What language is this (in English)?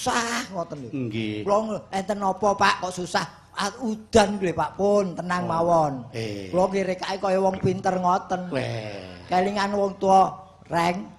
Javanese